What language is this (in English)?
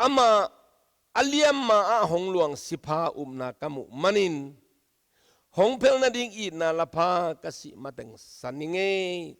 Tedim Chin